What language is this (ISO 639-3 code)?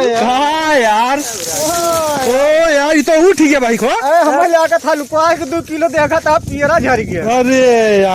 awa